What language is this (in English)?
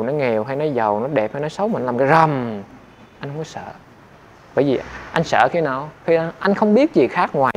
Vietnamese